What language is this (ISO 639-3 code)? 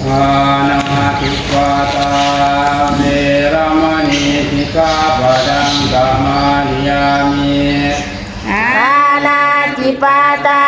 pli